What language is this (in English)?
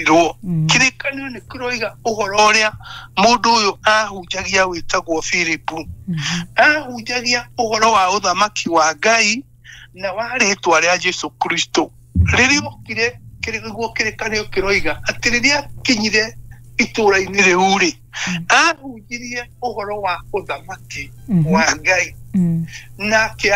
Kikuyu